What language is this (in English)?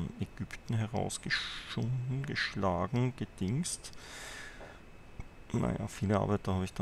German